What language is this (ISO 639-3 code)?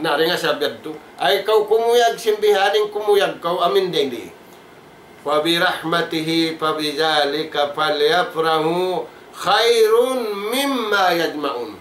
tsg